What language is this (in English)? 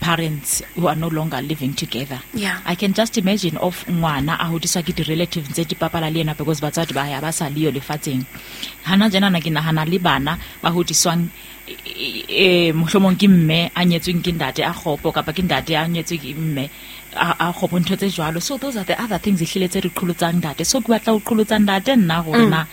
Southern Sotho